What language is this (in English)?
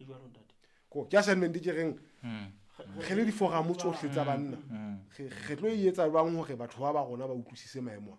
Southern Sotho